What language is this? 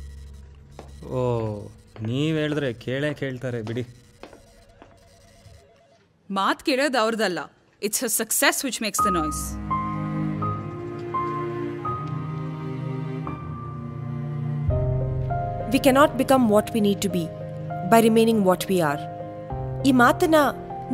Kannada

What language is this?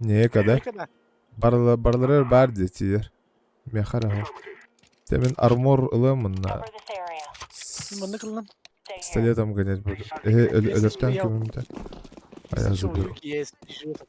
Yakut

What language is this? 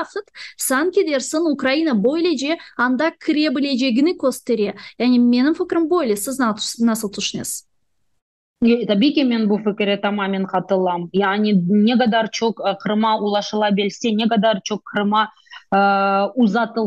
Crimean Tatar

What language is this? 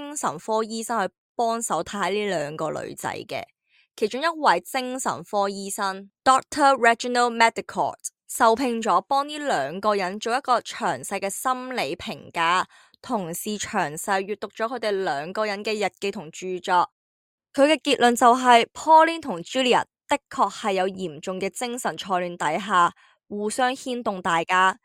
Cantonese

